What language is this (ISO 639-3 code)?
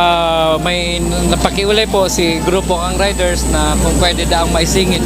bik